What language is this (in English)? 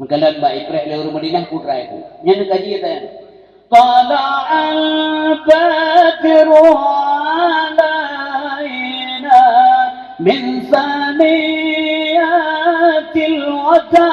Achinese